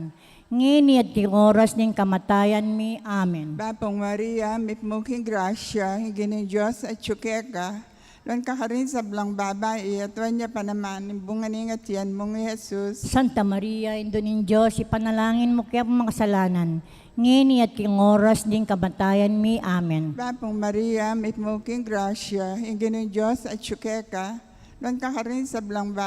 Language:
Pampanga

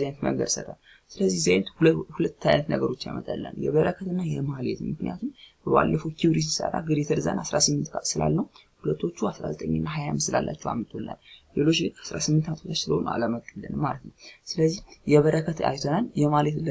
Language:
Amharic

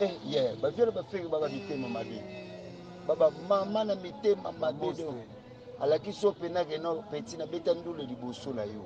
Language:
Lingala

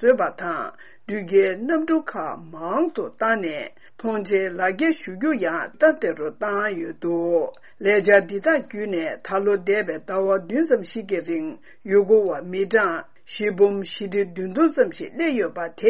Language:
Tibetan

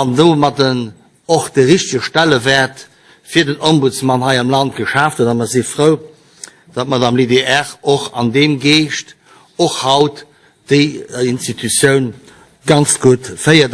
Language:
Luxembourgish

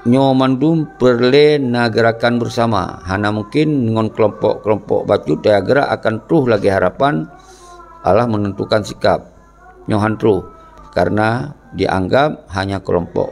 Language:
Achinese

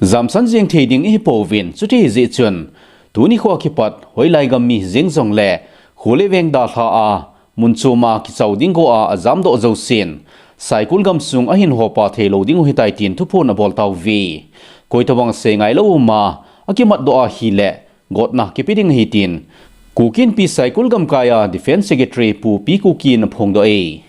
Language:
Thado Chin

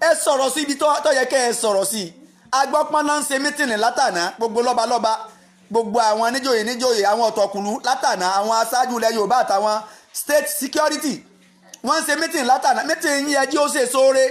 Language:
Yoruba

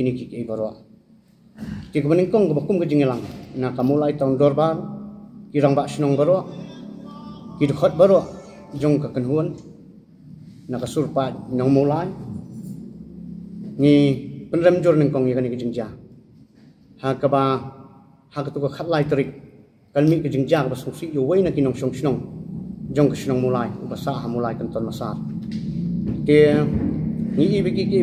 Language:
Khasi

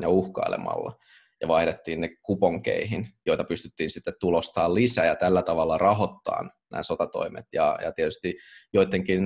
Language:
Finnish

